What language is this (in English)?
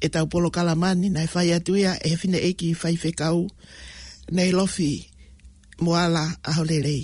Tongan